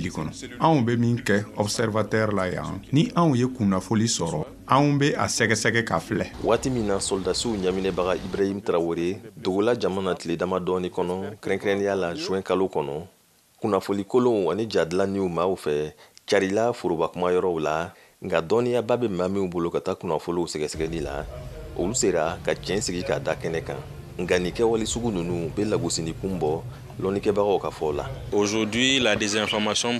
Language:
Bambara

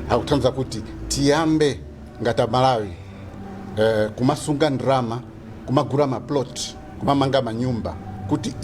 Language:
Nyanja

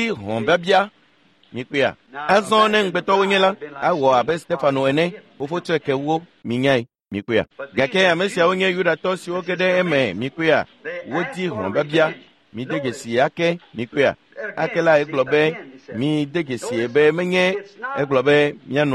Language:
Ewe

